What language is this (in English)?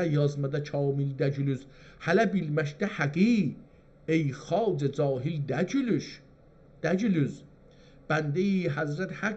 South Azerbaijani